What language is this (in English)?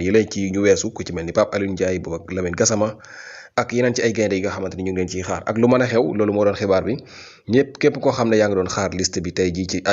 Wolof